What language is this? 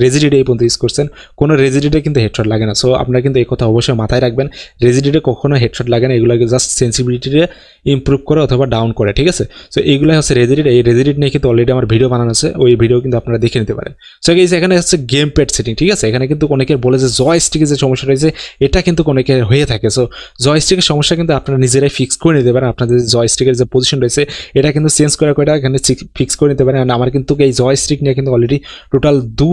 Bangla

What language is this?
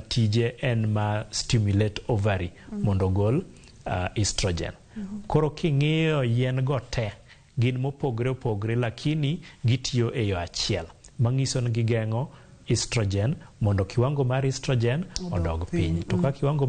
Luo (Kenya and Tanzania)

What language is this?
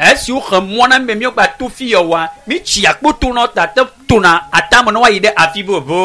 Ewe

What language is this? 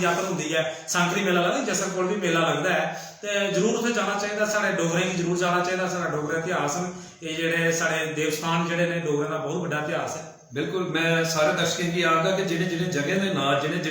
Dogri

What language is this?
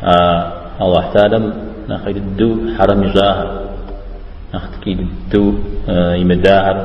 Kabardian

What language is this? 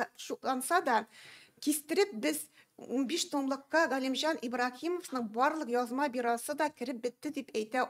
Tatar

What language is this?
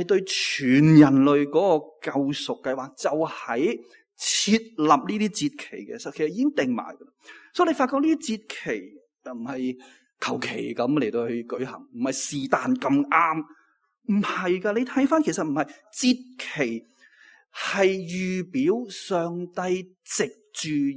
Cantonese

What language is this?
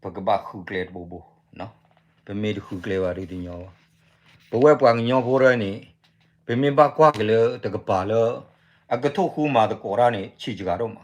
S'gaw Karen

